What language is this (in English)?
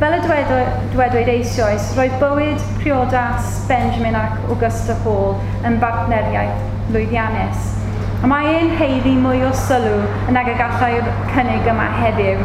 Welsh